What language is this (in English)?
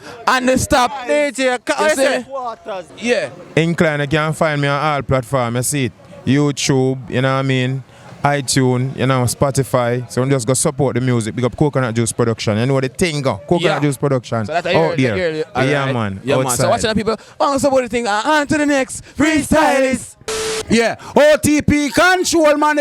Jamaican Creole English